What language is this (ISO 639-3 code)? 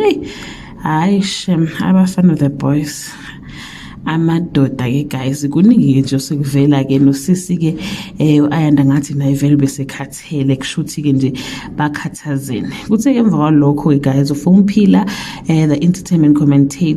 zul